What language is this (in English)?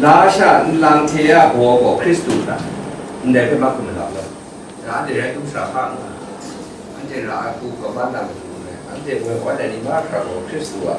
Kachin